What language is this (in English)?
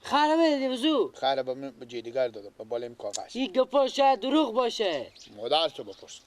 Persian